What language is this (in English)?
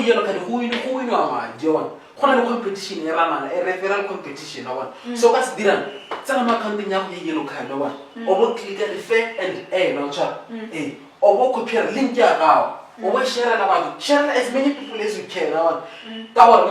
Tswana